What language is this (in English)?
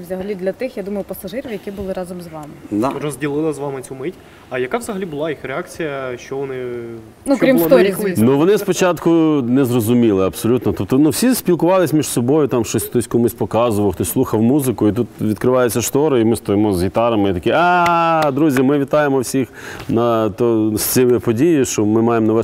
Ukrainian